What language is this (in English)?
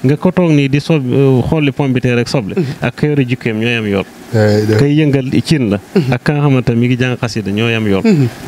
Wolof